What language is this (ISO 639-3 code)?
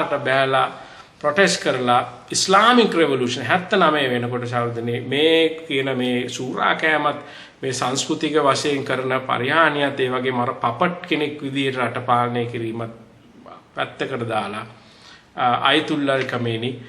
sin